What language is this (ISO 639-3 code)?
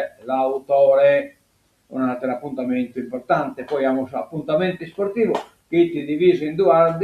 srd